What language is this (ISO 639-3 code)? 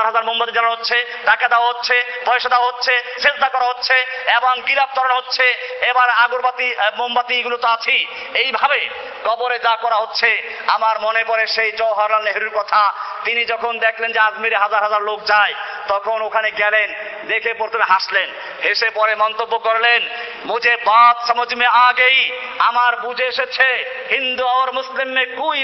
ben